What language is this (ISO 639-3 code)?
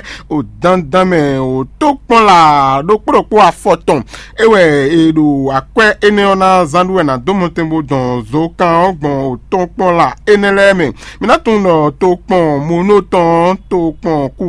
fon